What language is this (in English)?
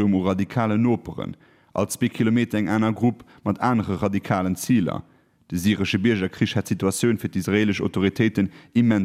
Luxembourgish